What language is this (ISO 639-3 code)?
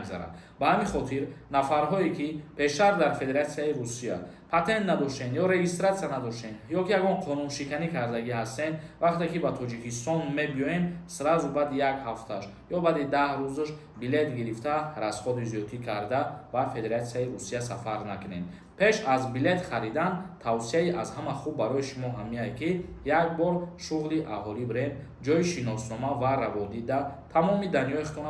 tgk